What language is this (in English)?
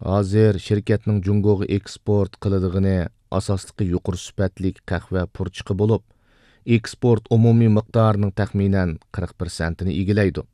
Uyghur